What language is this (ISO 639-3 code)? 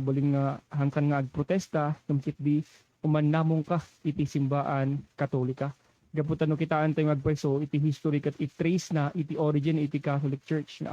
ilo